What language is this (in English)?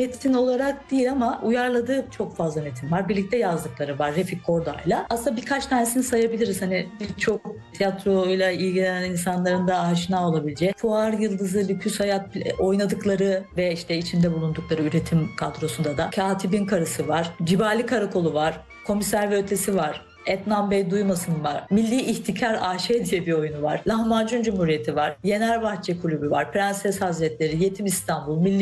Turkish